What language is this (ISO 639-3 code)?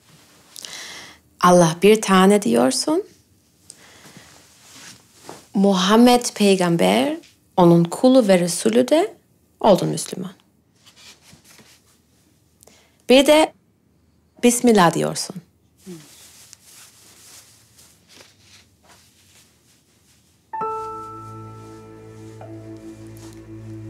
tur